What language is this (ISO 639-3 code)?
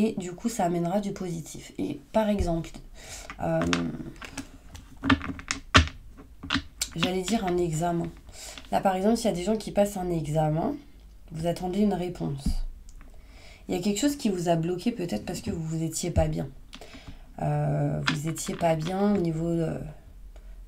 fra